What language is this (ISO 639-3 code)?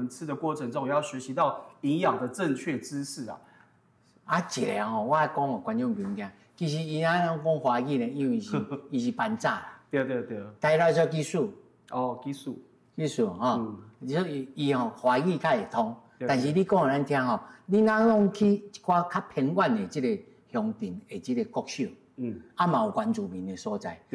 nan